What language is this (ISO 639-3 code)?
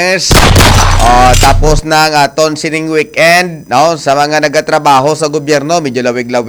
hil